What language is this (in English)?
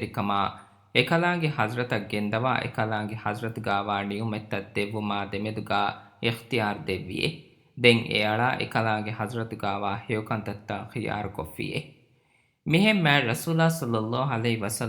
Divehi